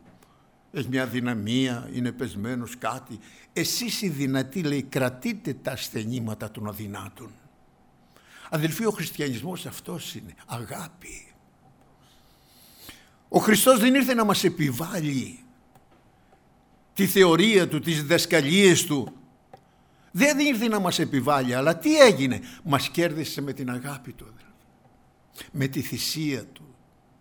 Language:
Greek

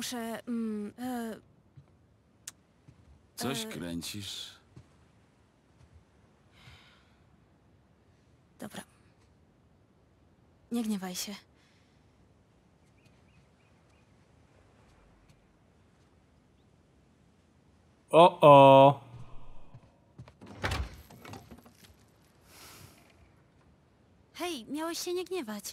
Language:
Polish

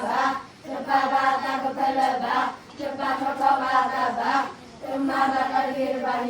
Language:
S'gaw Karen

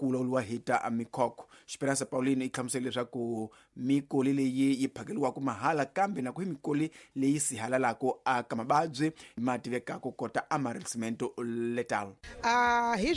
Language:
Tsonga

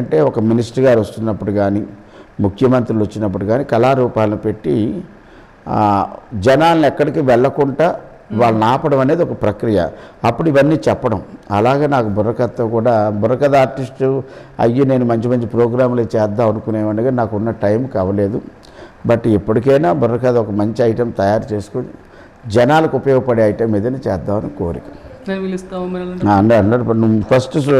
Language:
Telugu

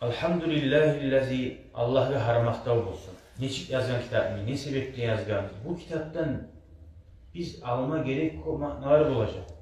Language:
Kumyk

